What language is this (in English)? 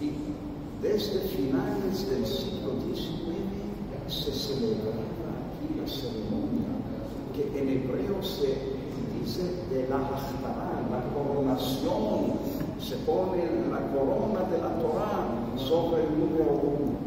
Ladino